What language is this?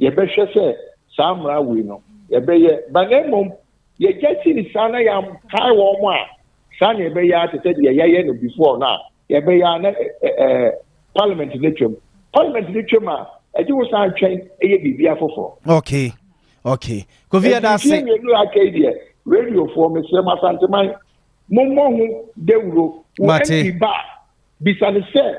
Akan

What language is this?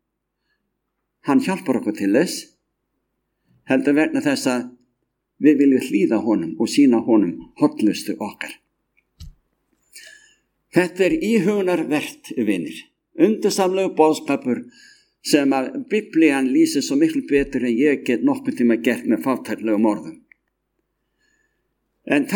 Icelandic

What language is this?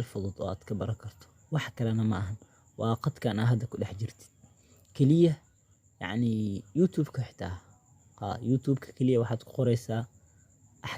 Somali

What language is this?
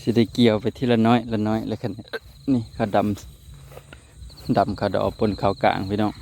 Northeastern Thai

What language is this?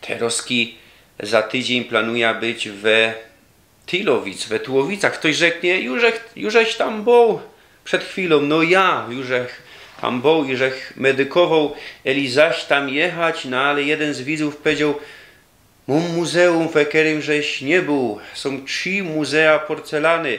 Silesian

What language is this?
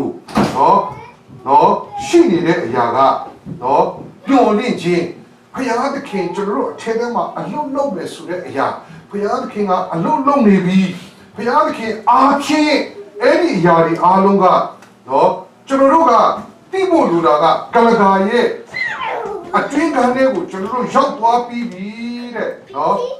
Burmese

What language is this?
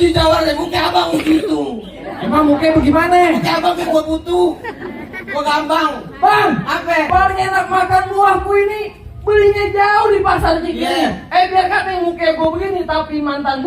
Betawi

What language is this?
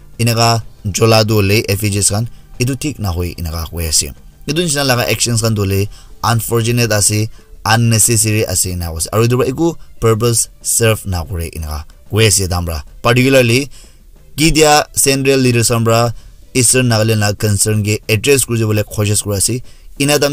Naga Pidgin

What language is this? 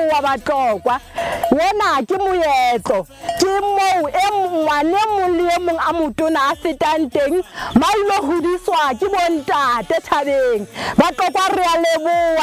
Southern Sotho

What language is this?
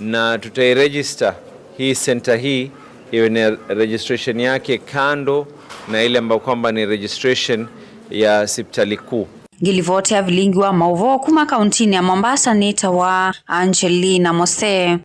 Kamba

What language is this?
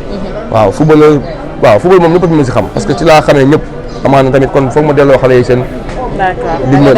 Wolof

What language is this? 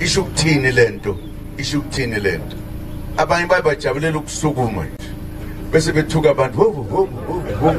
Zulu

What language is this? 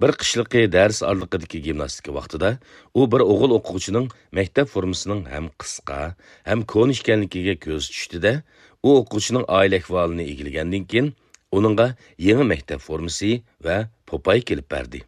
Uyghur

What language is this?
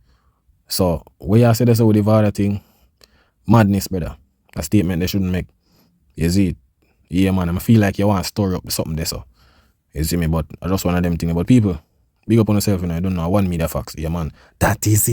Jamaican Creole English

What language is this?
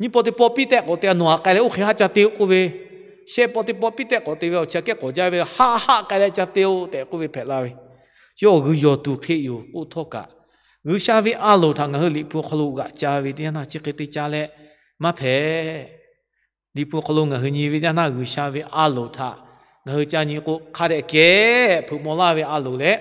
Lahu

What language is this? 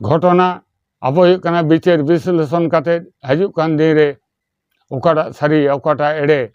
Santali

